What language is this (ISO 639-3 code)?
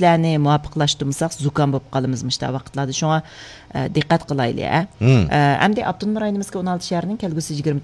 uig